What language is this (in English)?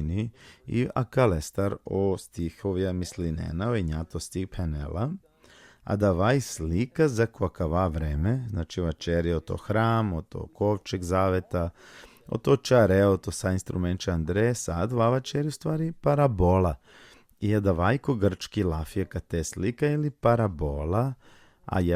Balkan Romani